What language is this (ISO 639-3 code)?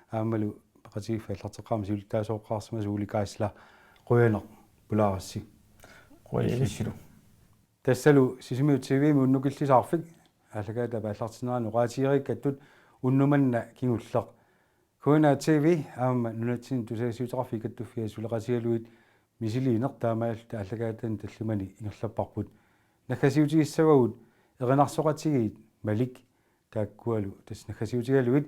kal